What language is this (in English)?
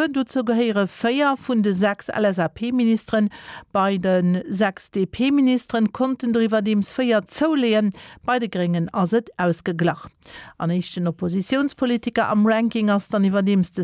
Luxembourgish